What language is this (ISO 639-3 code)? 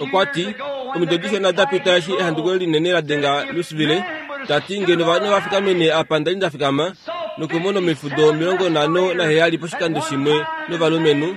kua